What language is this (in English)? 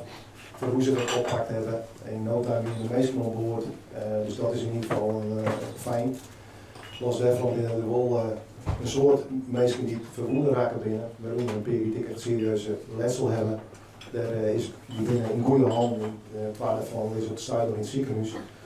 Western Frisian